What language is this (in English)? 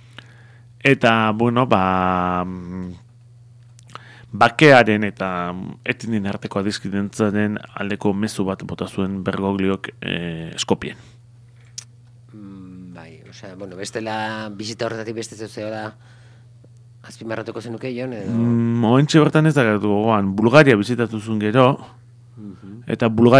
Basque